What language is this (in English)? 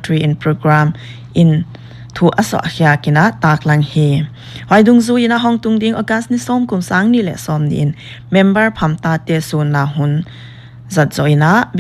Paite Chin